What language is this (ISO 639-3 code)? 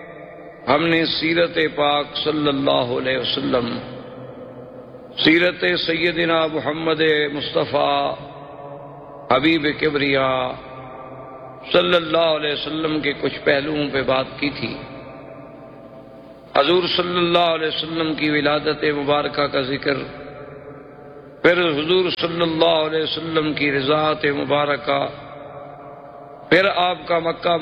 urd